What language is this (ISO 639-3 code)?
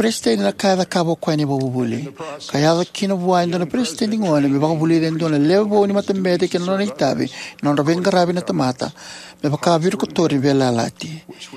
fij